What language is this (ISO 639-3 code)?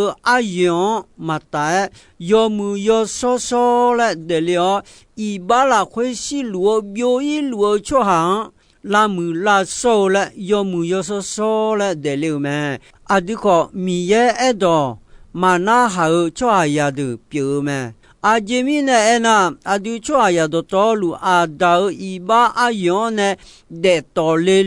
ahk